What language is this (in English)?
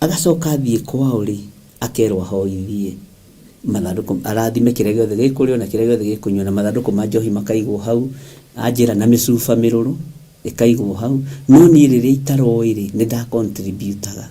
Kikuyu